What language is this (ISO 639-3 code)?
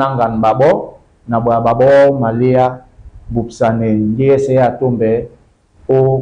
dua